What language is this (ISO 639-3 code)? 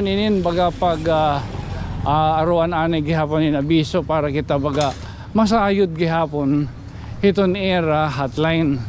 war